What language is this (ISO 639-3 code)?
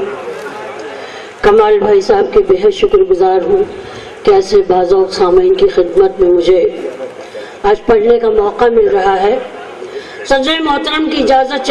urd